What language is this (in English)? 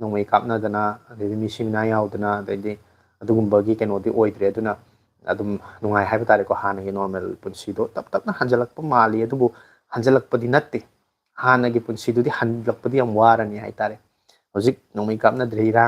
Manipuri